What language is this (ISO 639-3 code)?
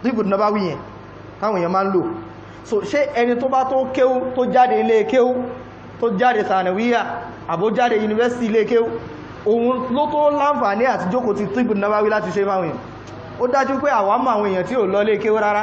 yor